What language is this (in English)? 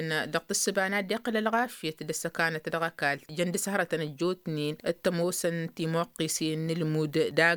Tamasheq